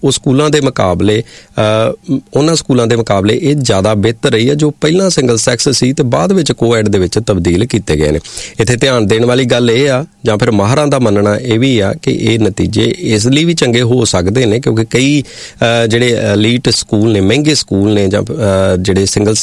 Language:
Punjabi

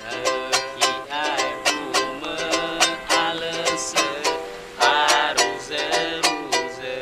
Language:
Nias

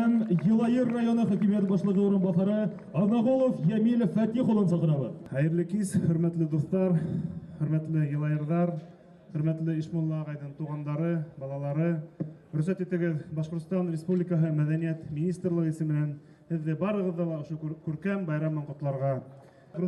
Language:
Bashkir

